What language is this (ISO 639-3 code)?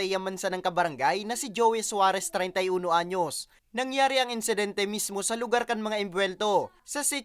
bik